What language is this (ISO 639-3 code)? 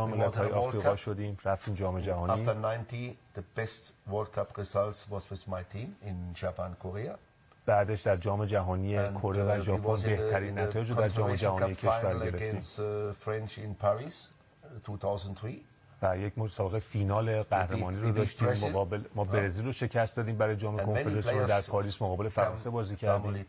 fas